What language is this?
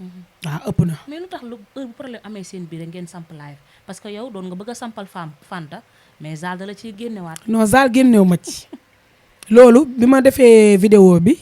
Wolof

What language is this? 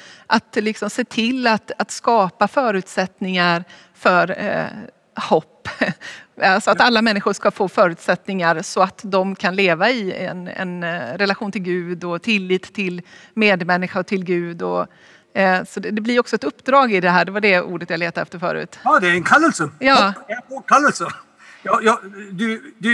Swedish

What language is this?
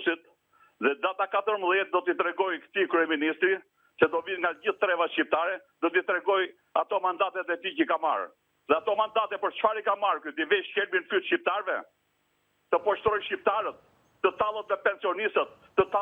Albanian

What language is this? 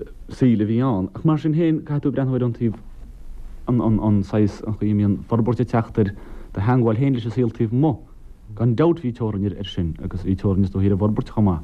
Irish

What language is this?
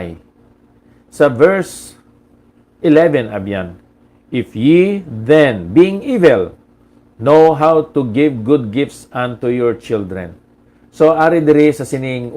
Hiligaynon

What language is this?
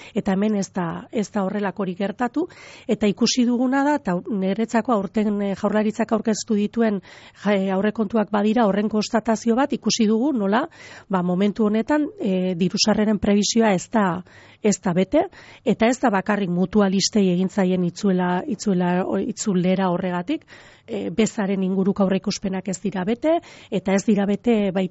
Basque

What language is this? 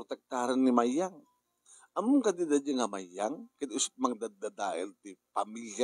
Iloko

